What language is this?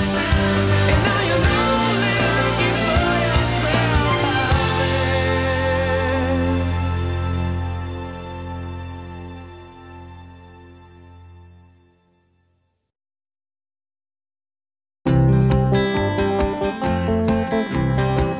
English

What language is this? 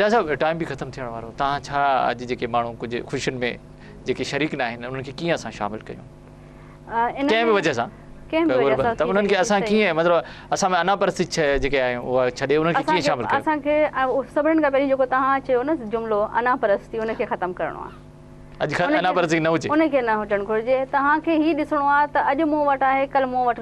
Sindhi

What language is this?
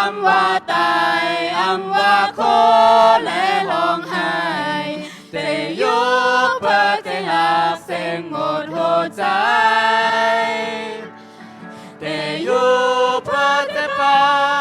Shan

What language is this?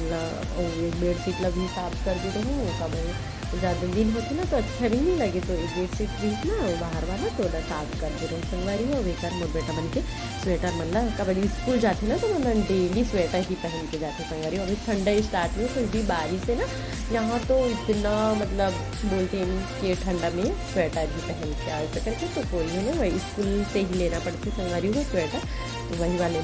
Chhattisgarhi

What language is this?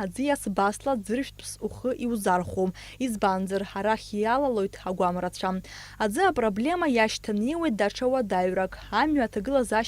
Abkhazian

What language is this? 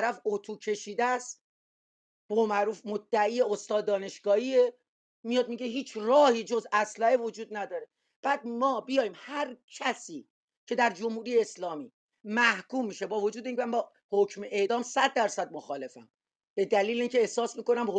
Persian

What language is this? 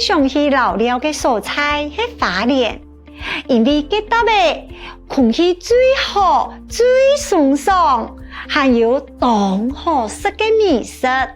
Hakka Chinese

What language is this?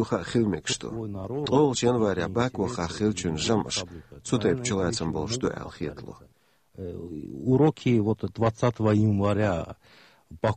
Chechen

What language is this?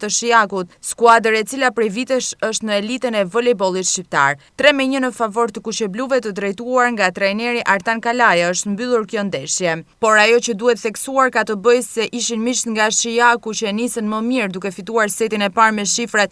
Albanian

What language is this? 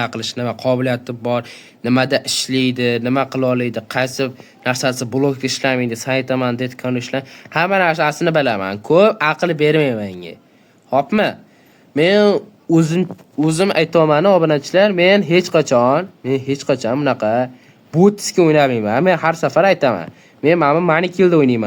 Uzbek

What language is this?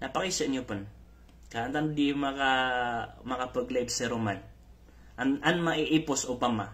Maranao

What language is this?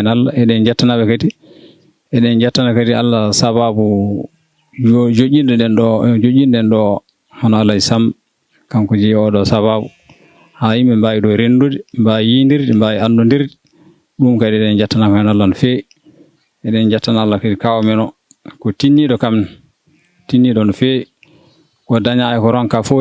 Fula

